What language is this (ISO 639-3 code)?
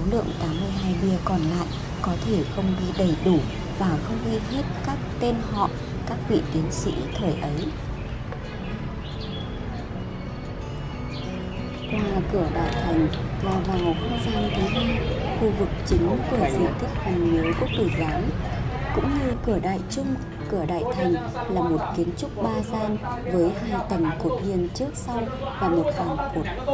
vie